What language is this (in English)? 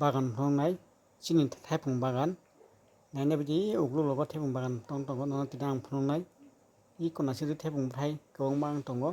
Kok Borok